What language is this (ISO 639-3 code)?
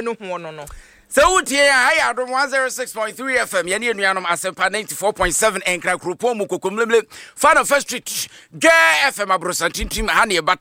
aka